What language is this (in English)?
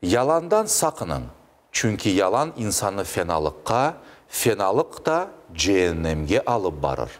Crimean Tatar